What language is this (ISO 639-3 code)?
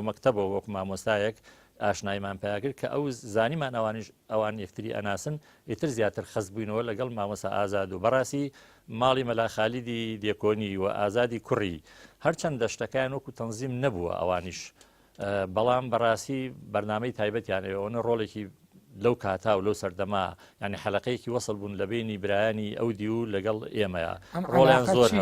ckb